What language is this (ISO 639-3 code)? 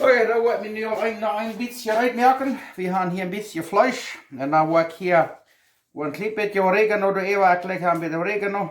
pdt